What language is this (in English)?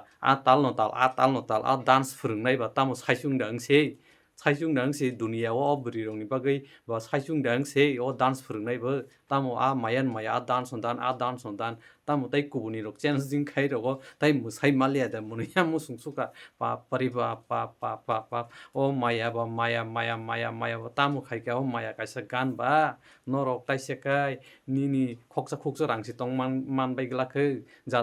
Kok Borok